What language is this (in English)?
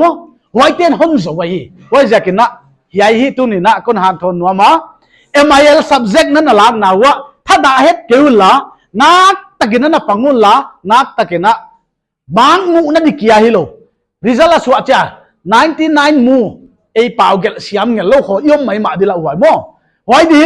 Paite Chin